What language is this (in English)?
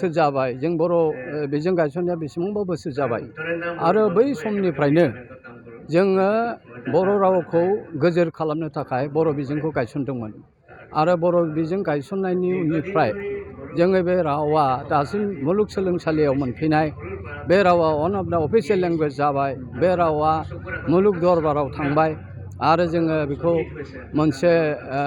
Bodo